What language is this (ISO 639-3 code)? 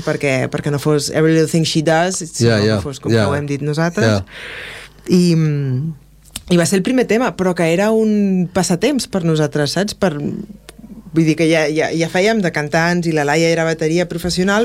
cat